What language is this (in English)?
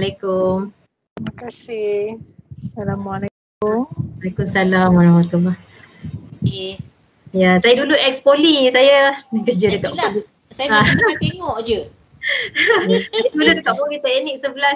Malay